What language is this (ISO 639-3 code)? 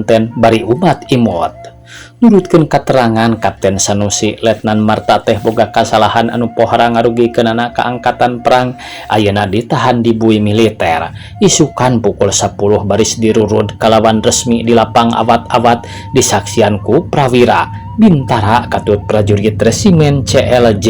sun